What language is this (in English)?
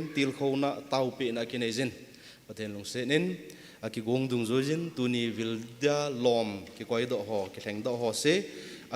Thado Chin